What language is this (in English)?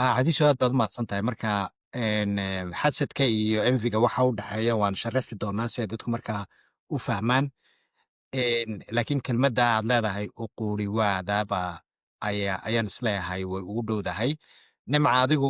Somali